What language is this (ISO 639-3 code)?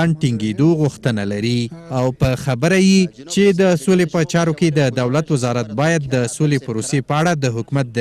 pus